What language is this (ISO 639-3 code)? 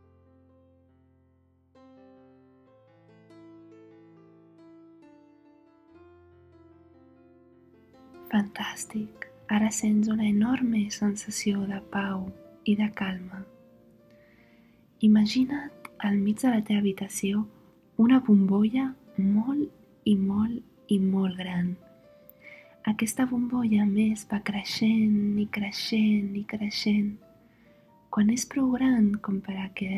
cat